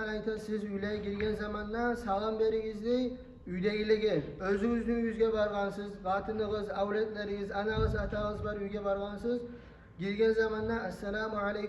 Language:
Kumyk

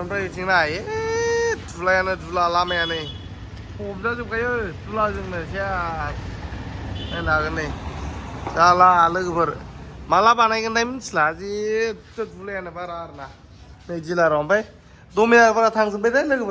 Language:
Bodo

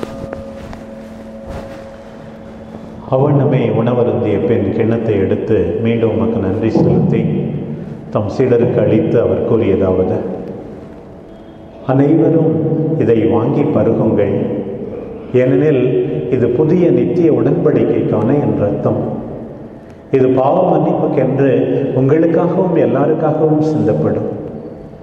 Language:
Tamil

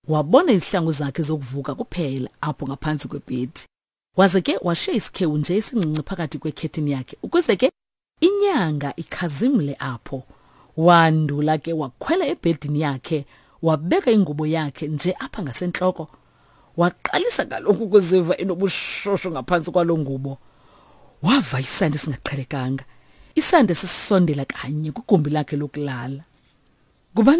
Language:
Xhosa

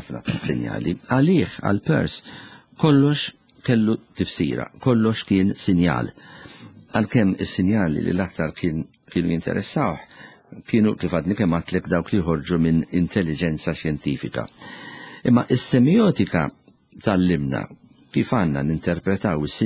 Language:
Maltese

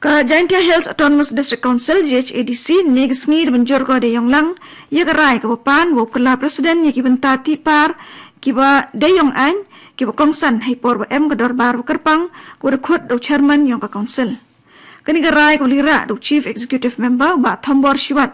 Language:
Garo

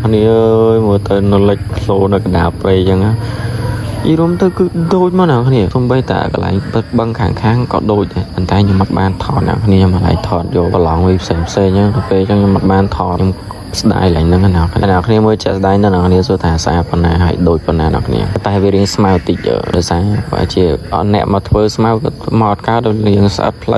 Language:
Khmer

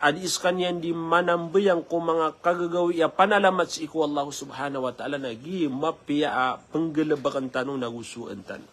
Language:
Maranao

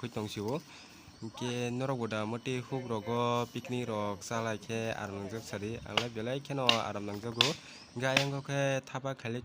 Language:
Kok Borok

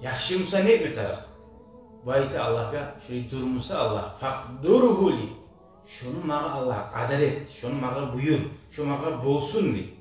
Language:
Kumyk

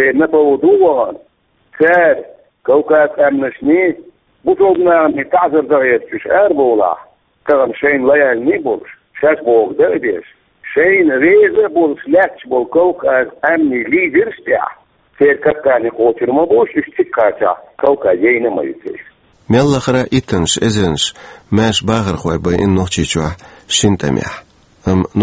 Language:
Chechen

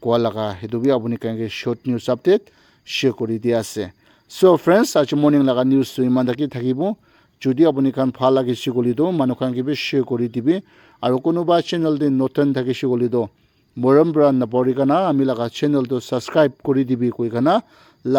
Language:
Naga Pidgin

